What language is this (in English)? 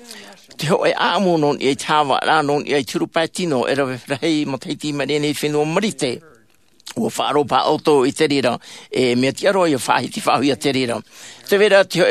Tahitian